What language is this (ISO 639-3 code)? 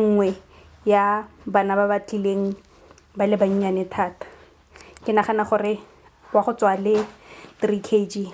tsn